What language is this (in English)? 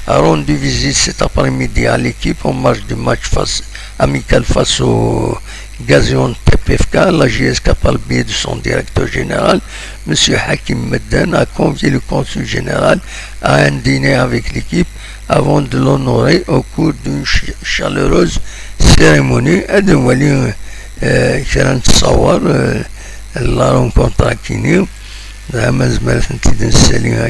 Kabyle